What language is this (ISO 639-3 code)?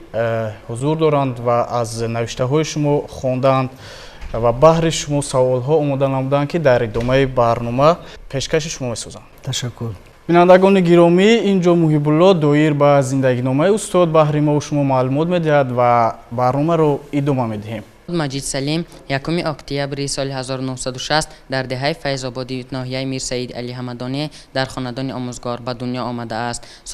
tgk